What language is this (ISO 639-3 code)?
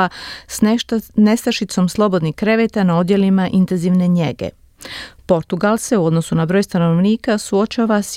hrv